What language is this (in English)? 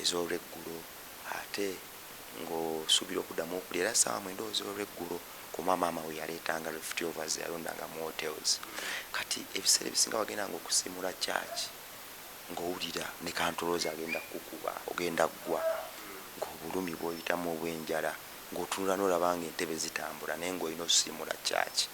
Ganda